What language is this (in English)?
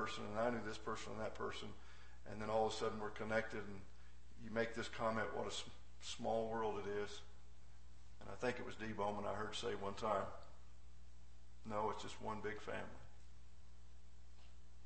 English